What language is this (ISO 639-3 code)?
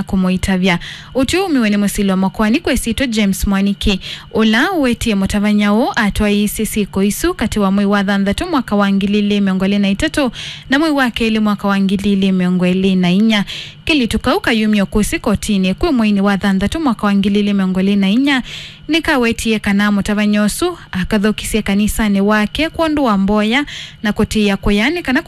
kam